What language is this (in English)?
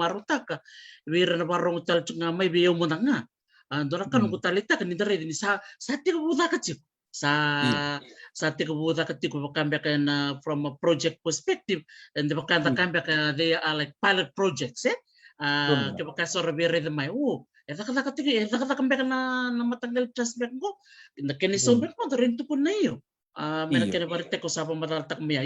Fijian